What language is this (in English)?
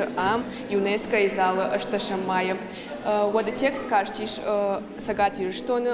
Ossetic